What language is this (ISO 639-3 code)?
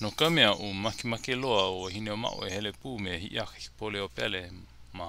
haw